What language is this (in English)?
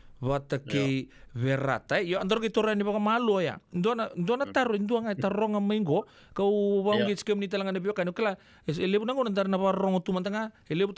Fijian